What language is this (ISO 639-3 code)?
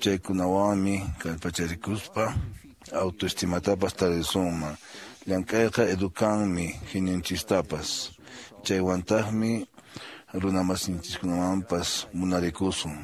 que